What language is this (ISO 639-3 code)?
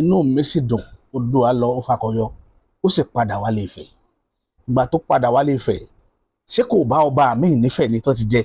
yor